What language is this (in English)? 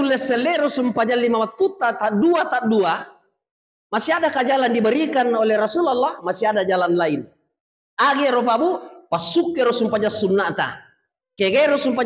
Buginese